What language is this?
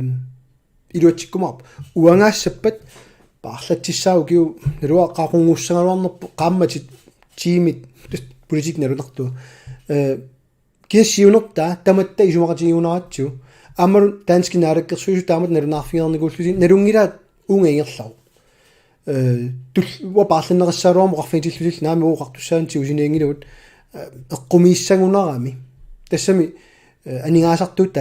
Kalaallisut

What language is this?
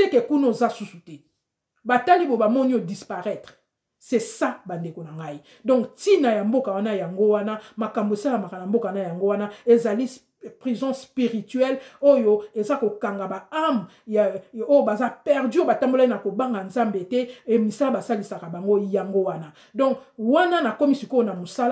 Lingala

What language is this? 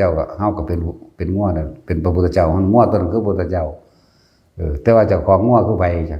Northeastern Thai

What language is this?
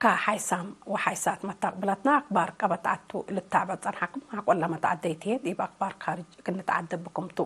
Tigre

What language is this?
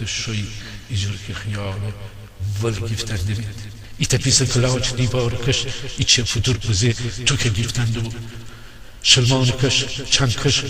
Gilaki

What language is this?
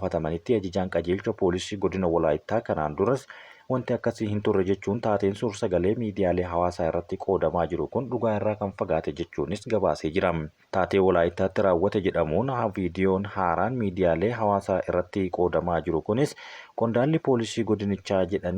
Oromo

